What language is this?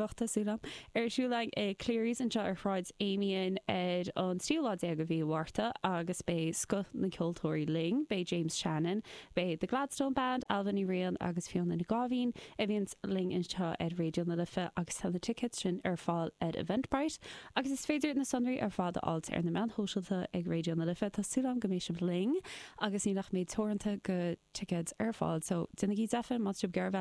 Irish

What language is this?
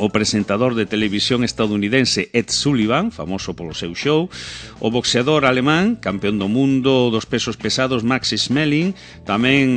Galician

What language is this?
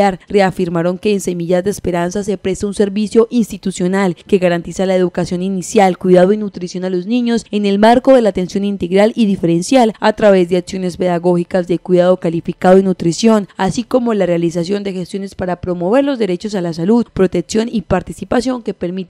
Spanish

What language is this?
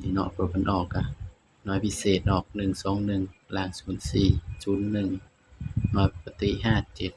Northeastern Thai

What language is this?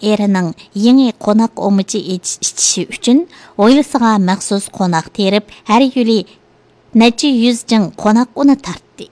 Uyghur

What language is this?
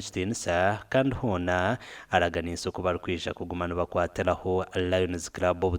Nyankole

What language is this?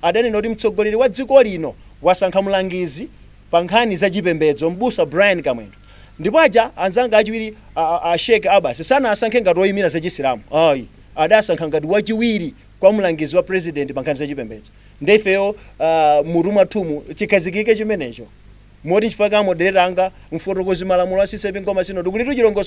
Nyanja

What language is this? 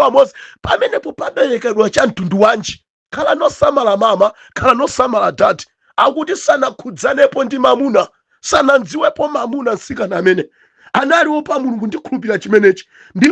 Nyanja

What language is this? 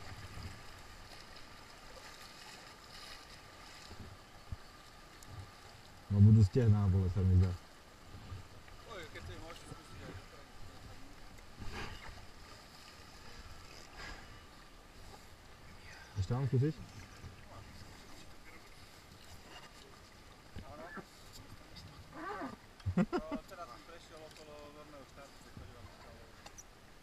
Slovak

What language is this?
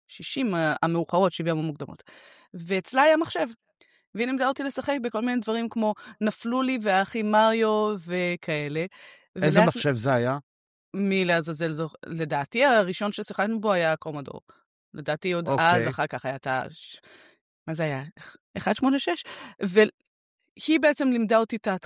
Hebrew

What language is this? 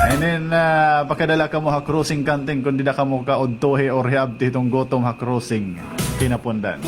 Waray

